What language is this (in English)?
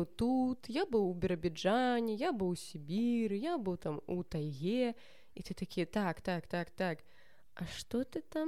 Belarusian